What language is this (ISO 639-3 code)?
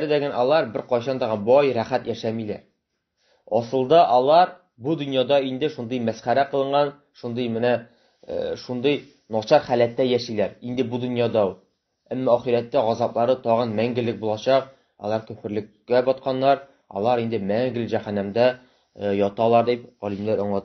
tat